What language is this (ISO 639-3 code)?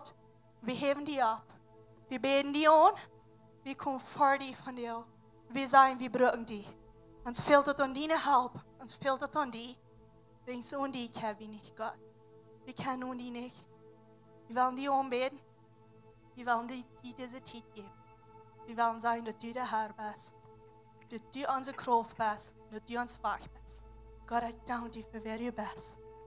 pdt